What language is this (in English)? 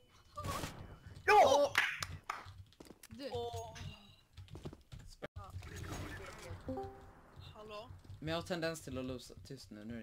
Swedish